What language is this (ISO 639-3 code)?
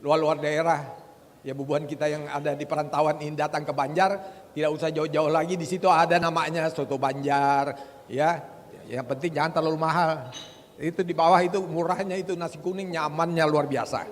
bjn